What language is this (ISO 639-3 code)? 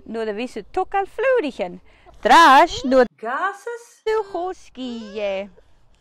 gla